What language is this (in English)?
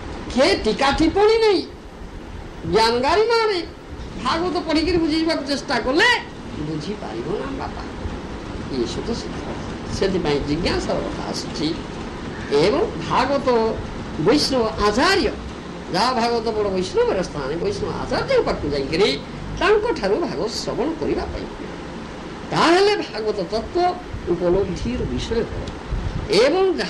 Odia